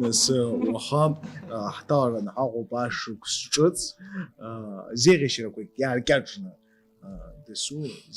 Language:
Abkhazian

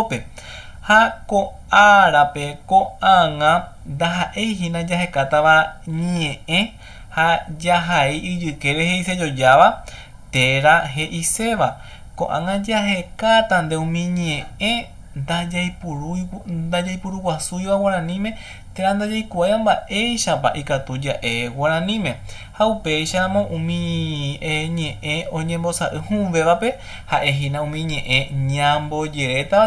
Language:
Guarani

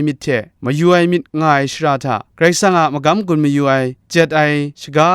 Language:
Kachin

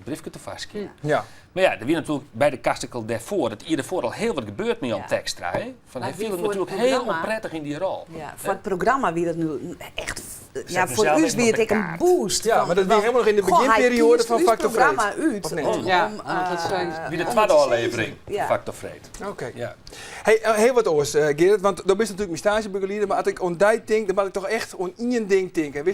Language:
Western Frisian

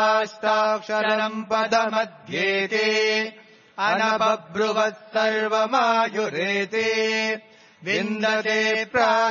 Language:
Sanskrit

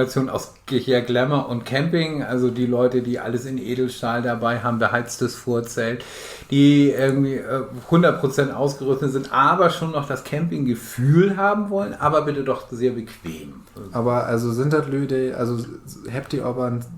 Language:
Low German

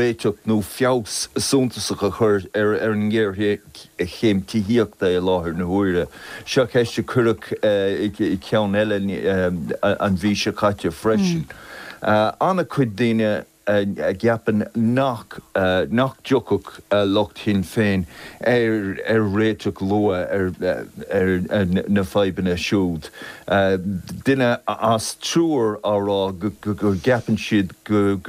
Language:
Irish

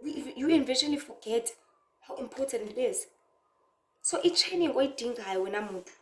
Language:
Zulu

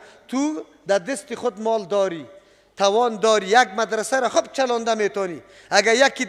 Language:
Persian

